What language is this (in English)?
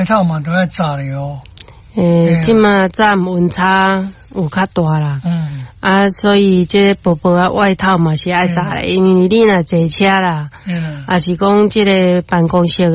Min Nan Chinese